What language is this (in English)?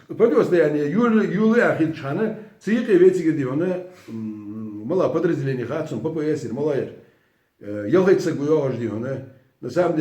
Ingush